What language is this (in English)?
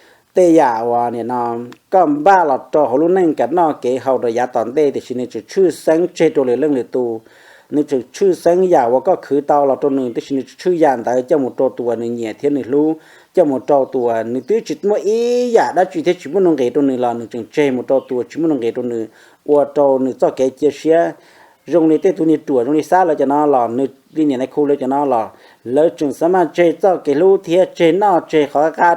Hmong